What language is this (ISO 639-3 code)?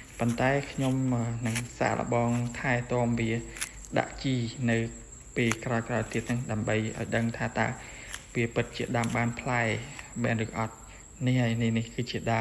khm